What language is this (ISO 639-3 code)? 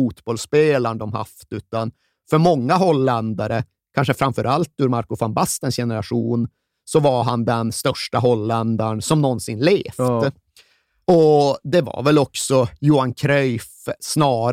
swe